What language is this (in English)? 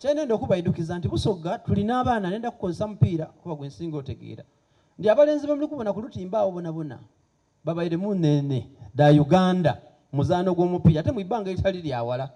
Soga